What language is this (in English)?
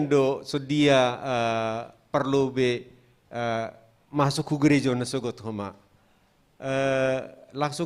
Batak Simalungun